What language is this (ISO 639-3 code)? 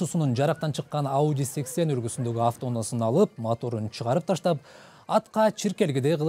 kir